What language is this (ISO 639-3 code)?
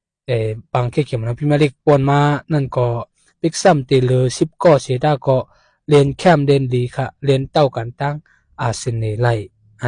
shn